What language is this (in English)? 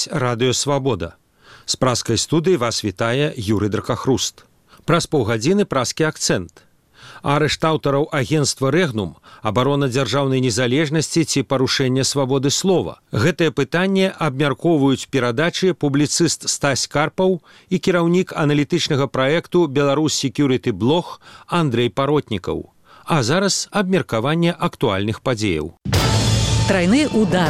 Belarusian